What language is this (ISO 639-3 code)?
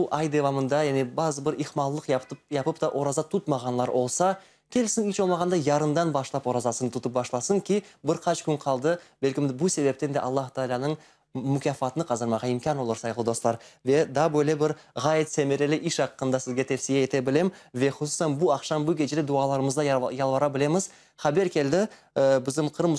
crh